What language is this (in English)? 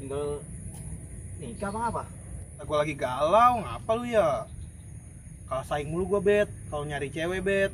Betawi